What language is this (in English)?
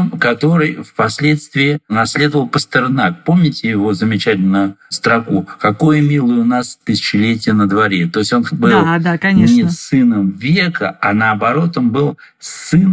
Russian